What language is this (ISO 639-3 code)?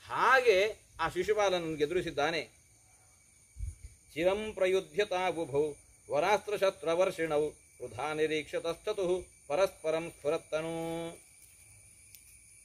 kan